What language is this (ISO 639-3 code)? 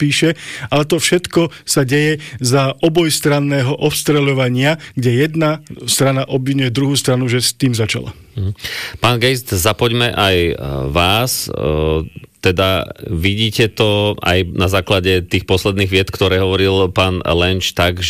slk